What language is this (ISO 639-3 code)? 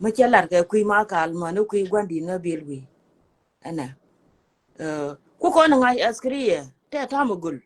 nus